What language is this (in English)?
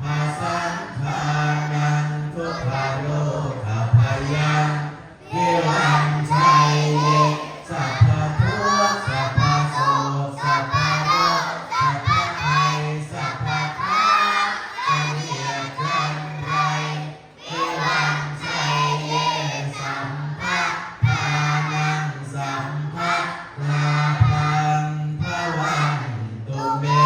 Pali